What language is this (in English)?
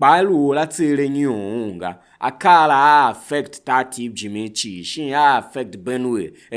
Tiv